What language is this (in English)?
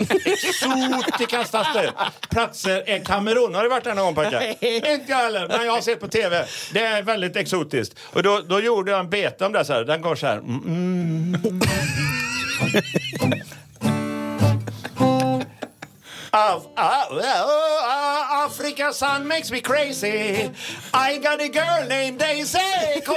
Swedish